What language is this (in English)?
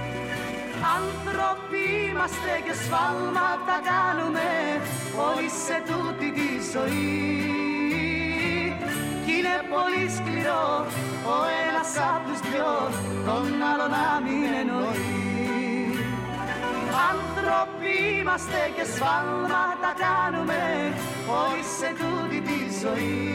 Greek